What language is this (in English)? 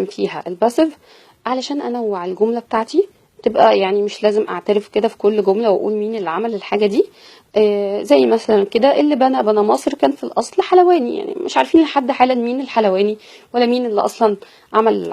Egyptian Arabic